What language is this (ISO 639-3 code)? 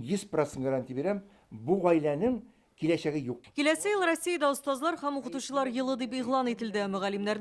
tat